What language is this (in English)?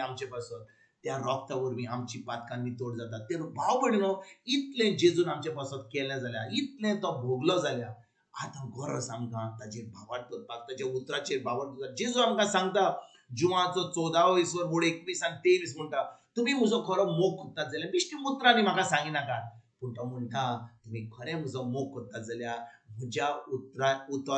Konkani